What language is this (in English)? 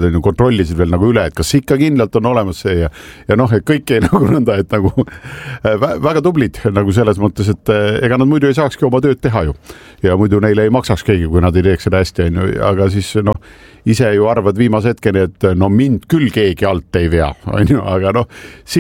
Estonian